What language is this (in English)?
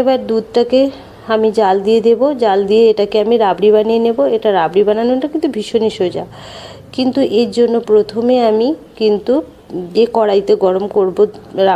Bangla